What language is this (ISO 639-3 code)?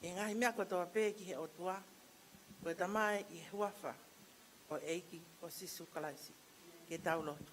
ton